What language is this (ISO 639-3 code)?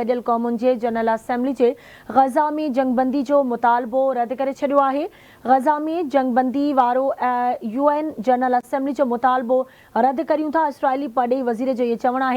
snd